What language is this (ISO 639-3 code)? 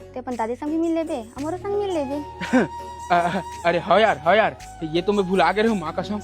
hne